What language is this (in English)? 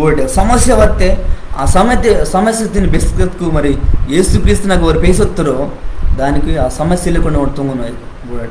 Koya